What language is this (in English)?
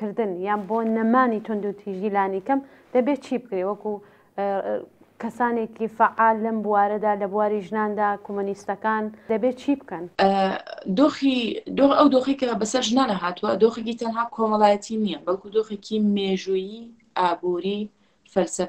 Central Kurdish